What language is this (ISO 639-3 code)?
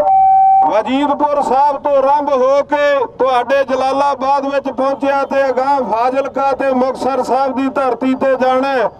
pan